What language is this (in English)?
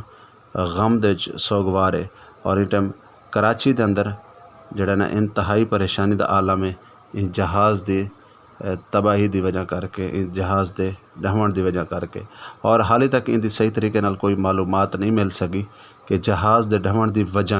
Western Panjabi